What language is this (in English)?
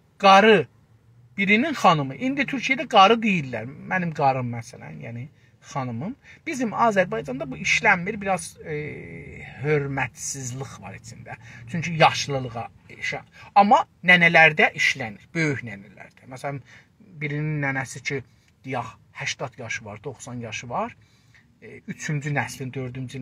South Azerbaijani